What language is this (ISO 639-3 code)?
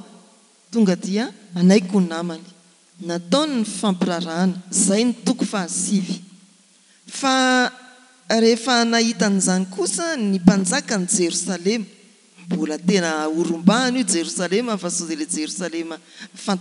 mlg